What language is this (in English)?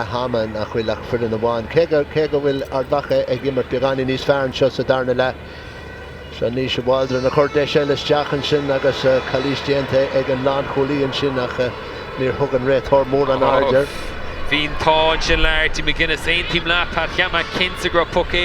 Irish